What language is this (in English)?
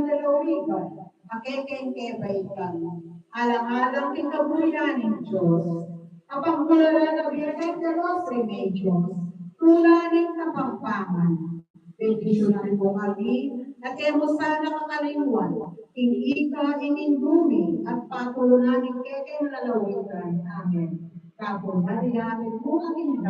Pampanga